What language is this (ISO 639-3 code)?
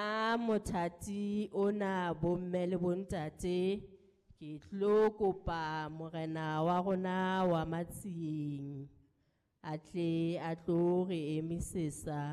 sot